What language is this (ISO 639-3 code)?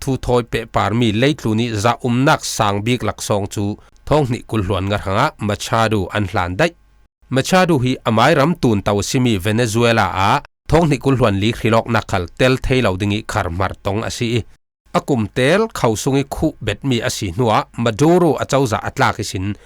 cfm